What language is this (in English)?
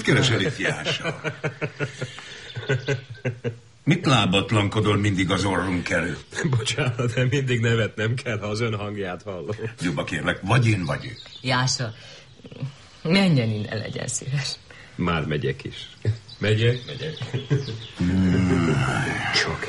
Hungarian